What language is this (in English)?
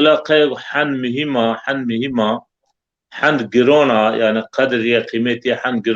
Zaza